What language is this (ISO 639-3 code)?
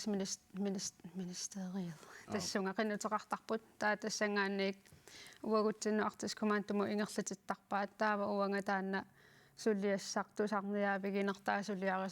kal